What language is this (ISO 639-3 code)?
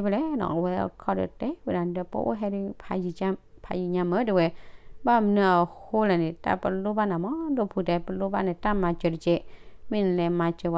ksw